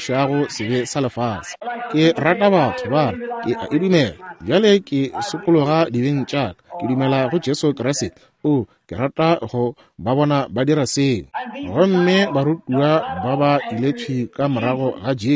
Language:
Northern Sotho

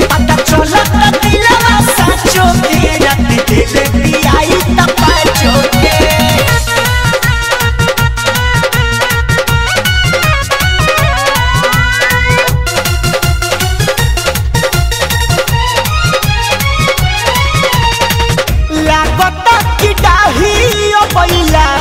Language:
Bhojpuri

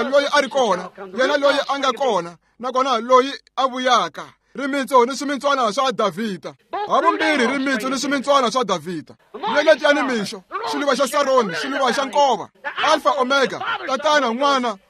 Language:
Tsonga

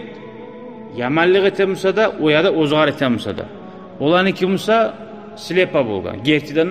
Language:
Kumyk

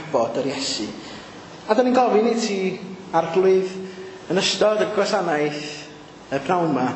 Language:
Welsh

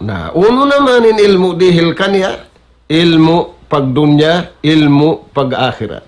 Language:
Tausug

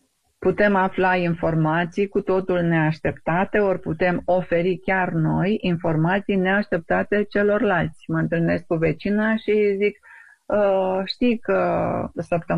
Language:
Romanian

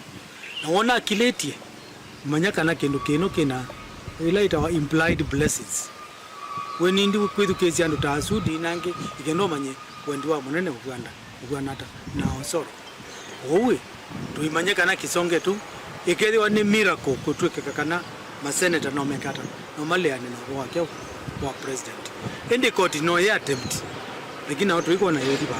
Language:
Kamba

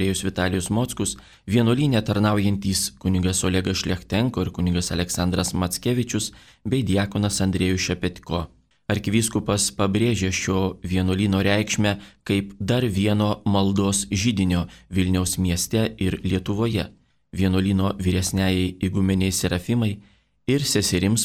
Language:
Lithuanian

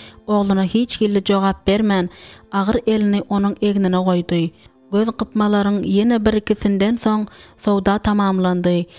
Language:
Turkmen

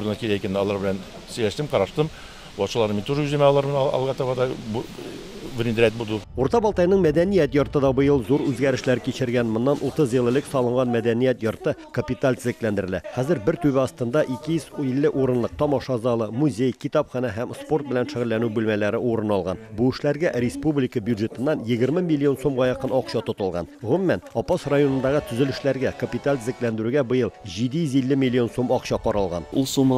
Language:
Tatar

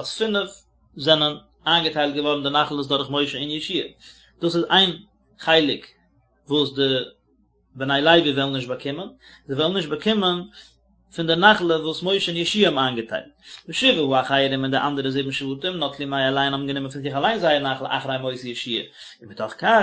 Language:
Yiddish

